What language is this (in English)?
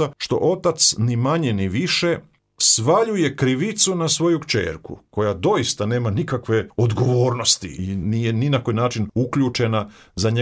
Croatian